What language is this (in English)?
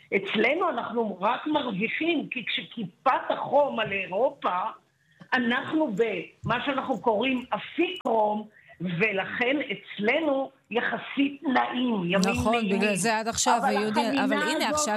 Hebrew